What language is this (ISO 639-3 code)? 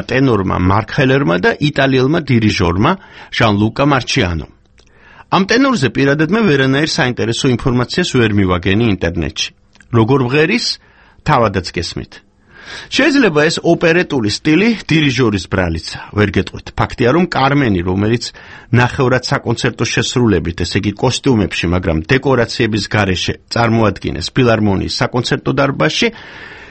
kat